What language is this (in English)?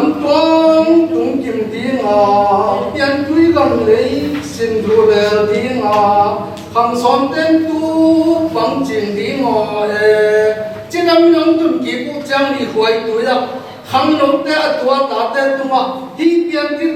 Tedim Chin